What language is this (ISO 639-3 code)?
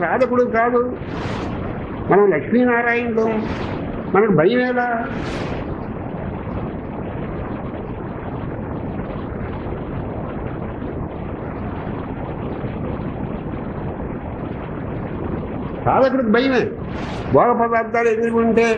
tel